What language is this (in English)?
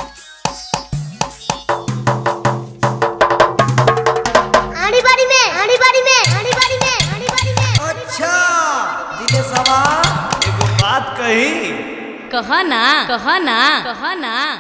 Bhojpuri